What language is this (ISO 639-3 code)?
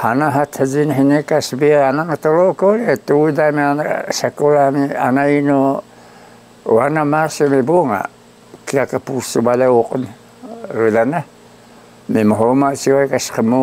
trv